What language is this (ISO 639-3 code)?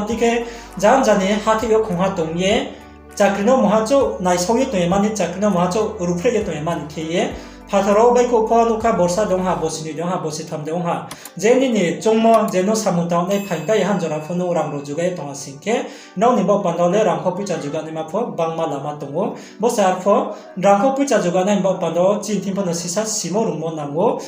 ria